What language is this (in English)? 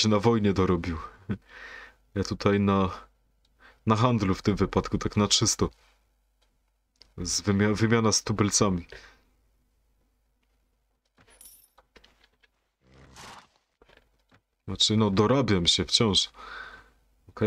Polish